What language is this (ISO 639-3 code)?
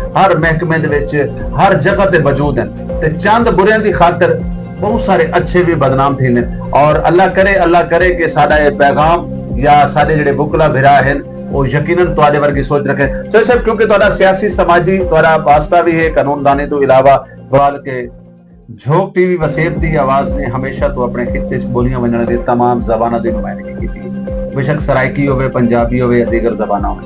skr